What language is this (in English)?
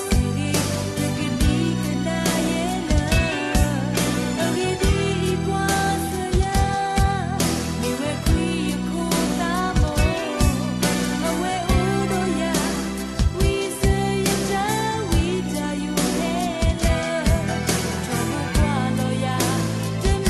S'gaw Karen